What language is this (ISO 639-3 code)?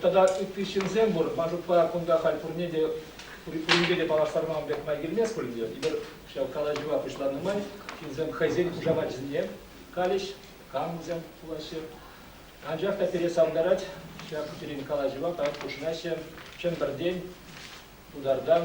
chv